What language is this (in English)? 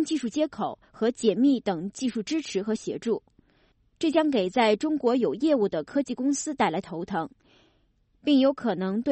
Chinese